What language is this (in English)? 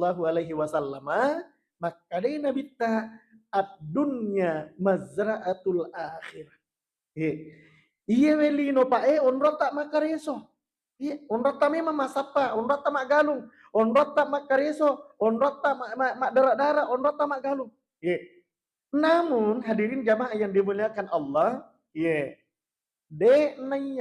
Buginese